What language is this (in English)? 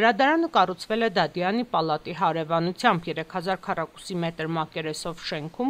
Armenian